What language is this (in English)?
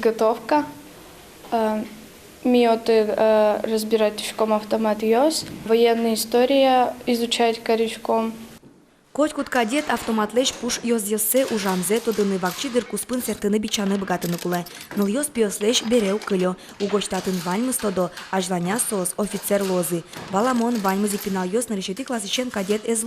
Udmurt